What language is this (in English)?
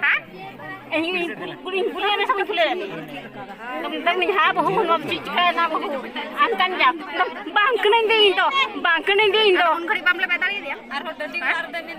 Santali